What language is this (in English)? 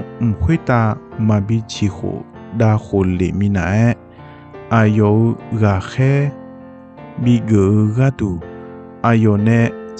Akha